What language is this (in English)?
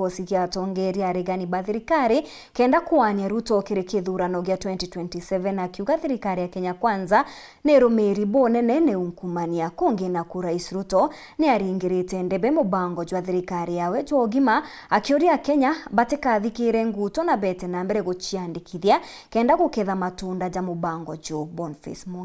Meru